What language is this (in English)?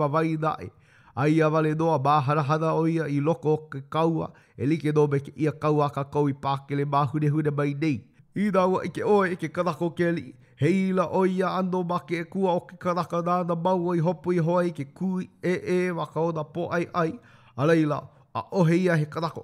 Hawaiian